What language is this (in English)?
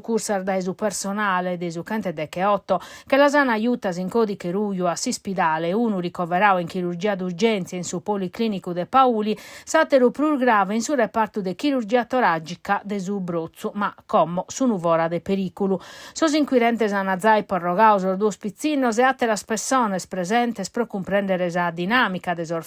Sardinian